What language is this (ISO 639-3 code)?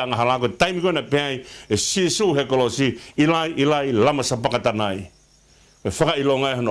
ton